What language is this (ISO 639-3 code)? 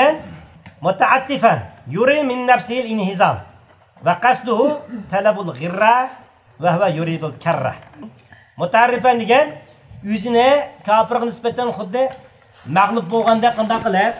uig